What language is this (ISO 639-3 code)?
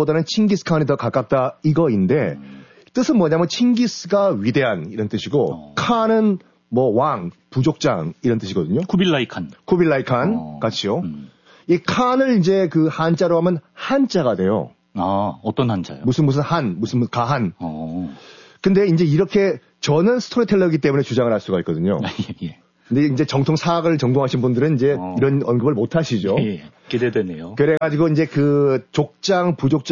kor